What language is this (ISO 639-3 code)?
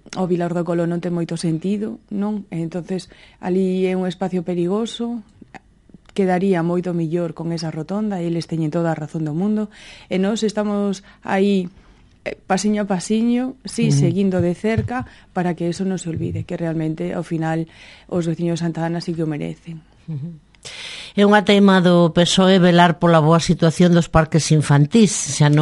glg